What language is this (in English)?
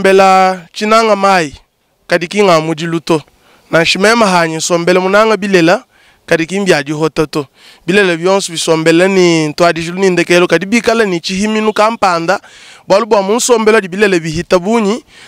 Luba-Lulua